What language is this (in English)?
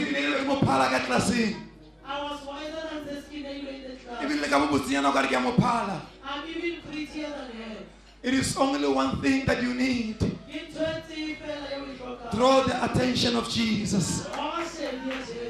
Northern Sotho